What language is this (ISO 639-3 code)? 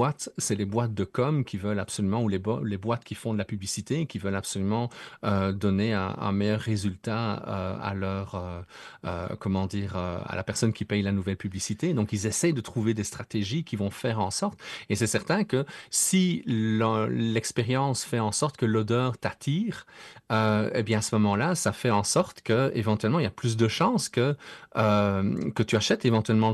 fra